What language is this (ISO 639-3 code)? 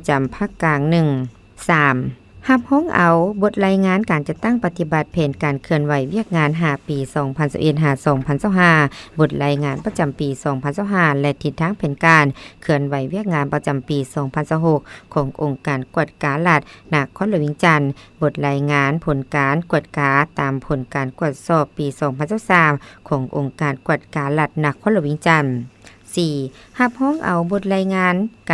lao